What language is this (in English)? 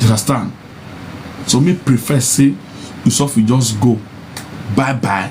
Nigerian Pidgin